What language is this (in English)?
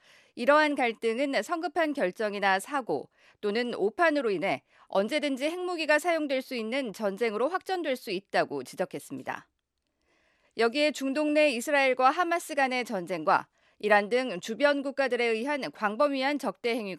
Korean